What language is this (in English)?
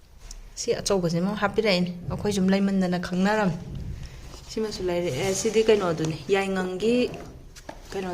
Manipuri